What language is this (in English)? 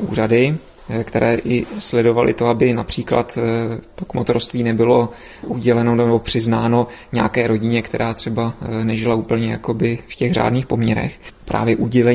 Czech